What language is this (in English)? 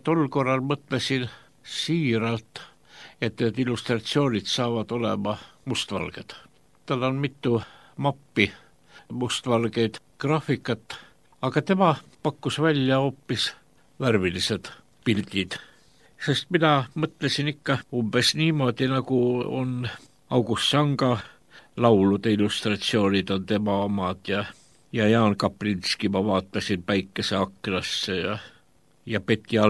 Estonian